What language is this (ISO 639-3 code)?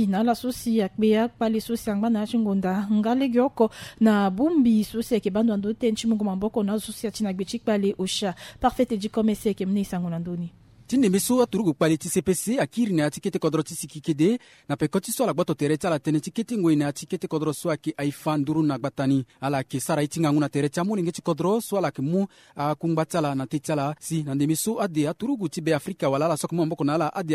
sag